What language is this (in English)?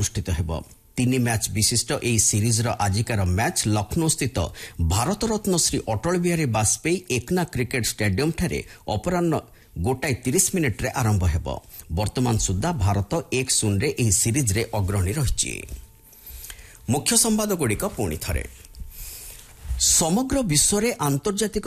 Odia